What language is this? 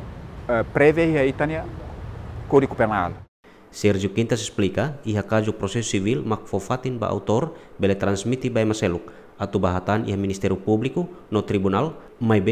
Tetum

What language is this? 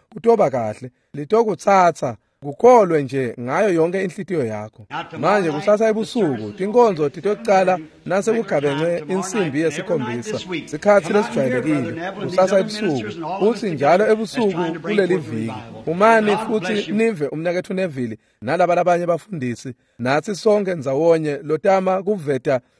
Swati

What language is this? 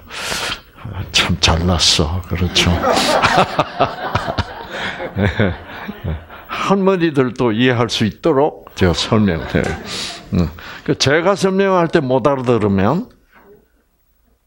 Korean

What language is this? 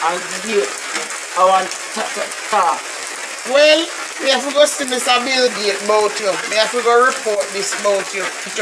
Jamaican Creole English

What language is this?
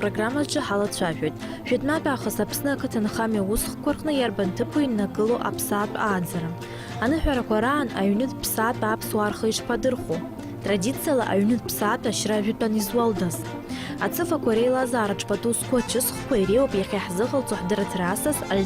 Abkhazian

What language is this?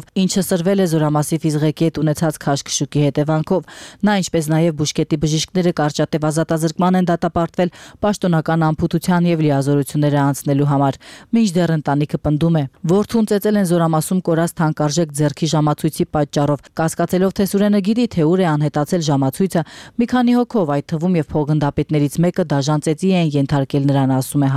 Armenian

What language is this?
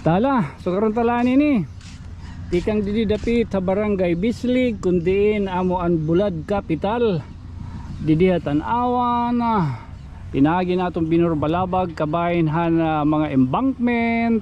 Waray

